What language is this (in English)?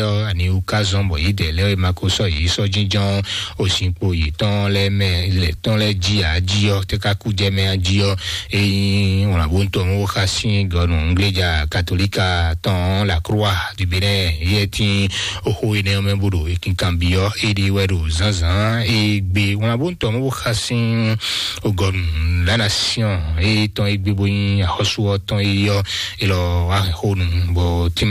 Fon